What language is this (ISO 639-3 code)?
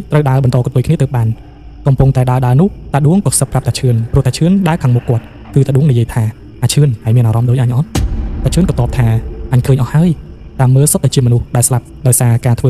khm